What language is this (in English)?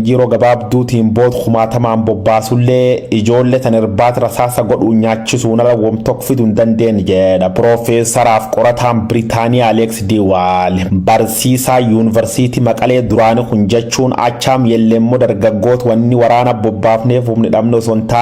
Oromo